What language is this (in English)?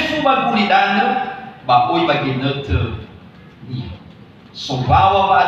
Nias